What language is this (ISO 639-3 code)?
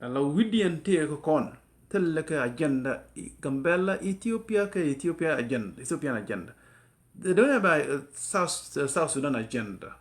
nus